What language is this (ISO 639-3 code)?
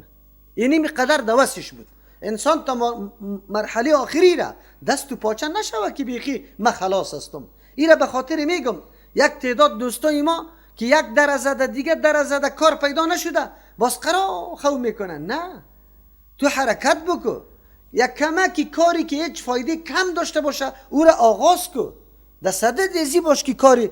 fas